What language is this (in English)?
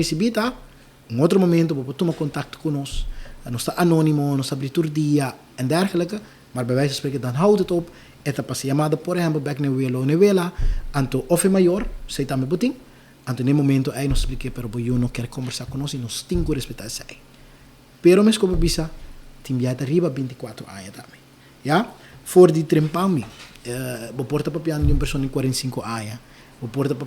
Papiamento